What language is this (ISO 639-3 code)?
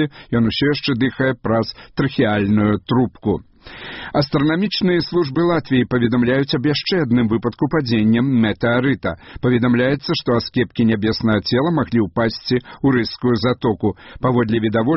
bel